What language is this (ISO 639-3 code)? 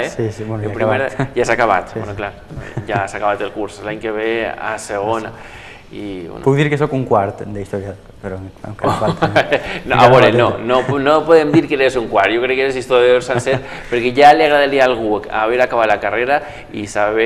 cat